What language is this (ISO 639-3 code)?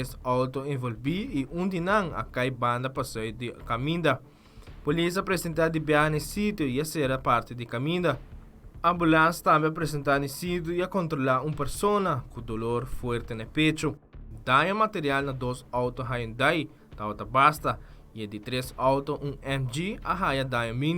pap